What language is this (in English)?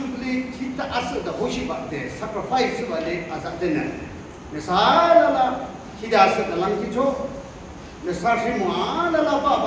Yimchungru Naga